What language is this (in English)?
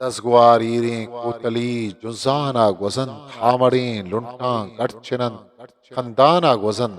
Eastern Balochi